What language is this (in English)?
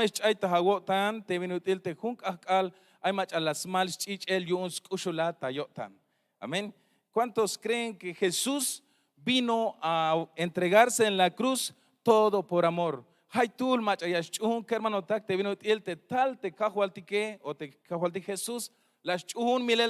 Tzeltal